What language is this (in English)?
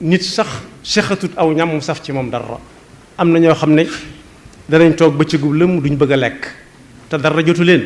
Wolof